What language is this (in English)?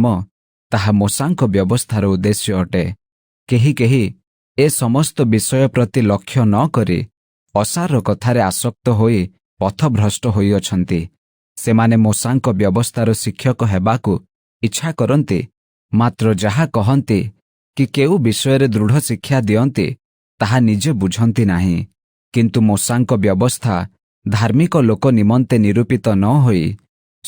Odia